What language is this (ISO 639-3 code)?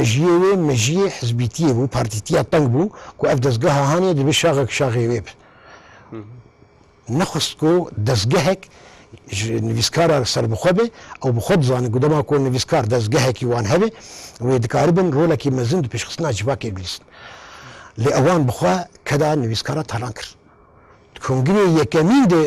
kur